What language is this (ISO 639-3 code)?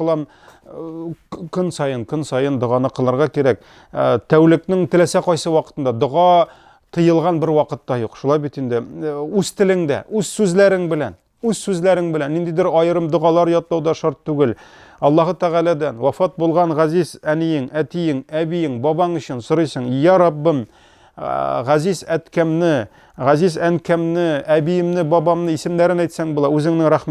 tat